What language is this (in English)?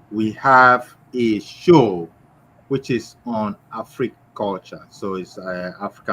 Ewe